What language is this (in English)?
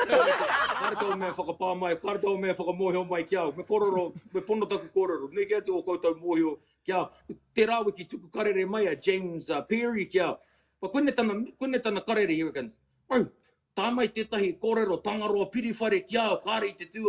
Māori